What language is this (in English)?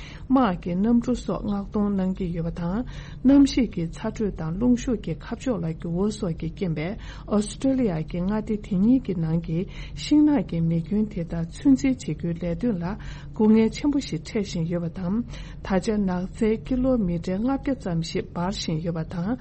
Tibetan